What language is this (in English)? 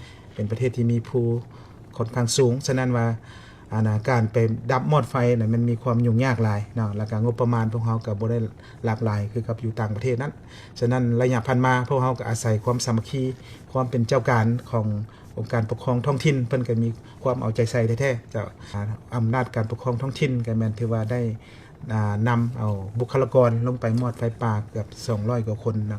Lao